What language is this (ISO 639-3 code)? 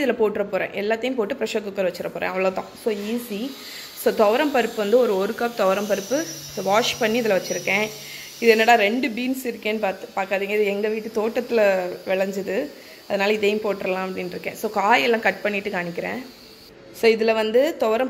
tam